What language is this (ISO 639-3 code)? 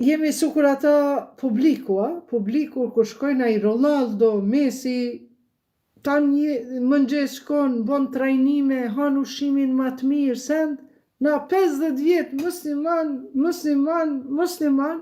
sqi